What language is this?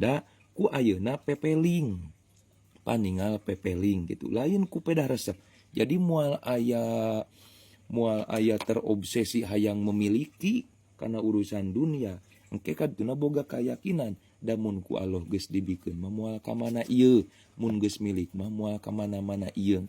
Sundanese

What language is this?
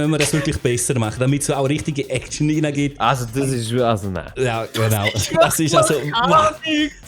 Swiss German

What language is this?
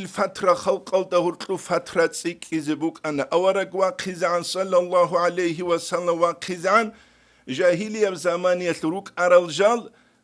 Avaric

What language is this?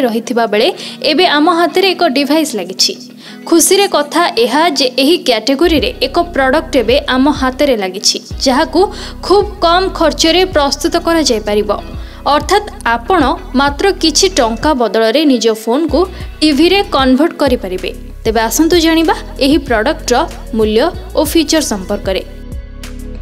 Odia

